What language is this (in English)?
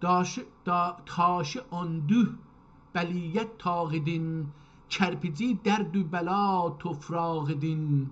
South Azerbaijani